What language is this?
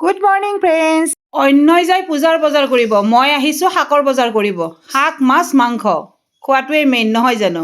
Assamese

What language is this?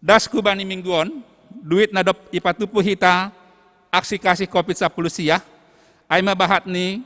Batak Simalungun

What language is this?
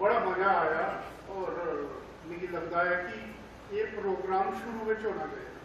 Dogri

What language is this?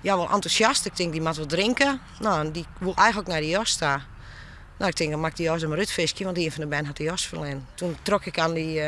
Western Frisian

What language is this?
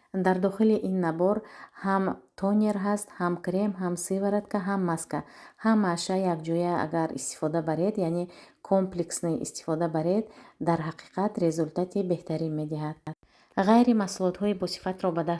Tajik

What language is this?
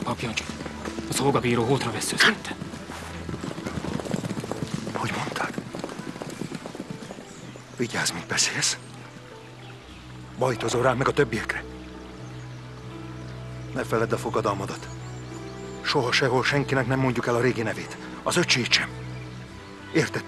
Hungarian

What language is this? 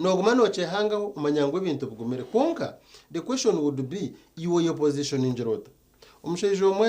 Nyankole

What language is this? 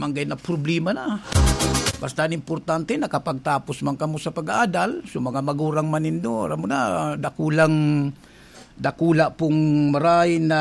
Bikol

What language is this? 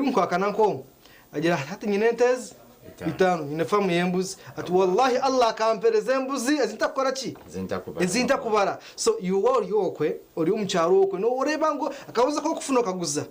Nyankole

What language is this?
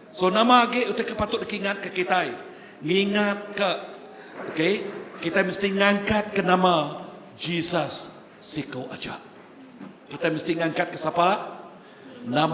Iban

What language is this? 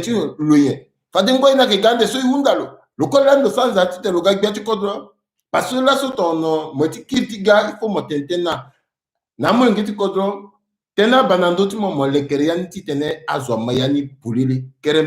Sango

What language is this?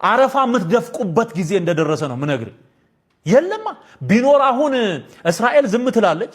Amharic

